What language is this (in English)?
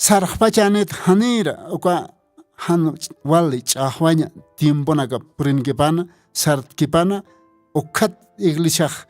Aymara